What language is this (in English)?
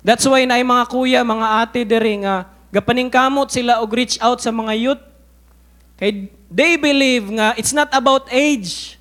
Cebuano